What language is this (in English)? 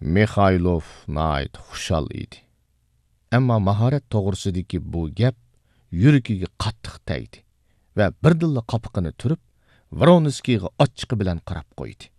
Uyghur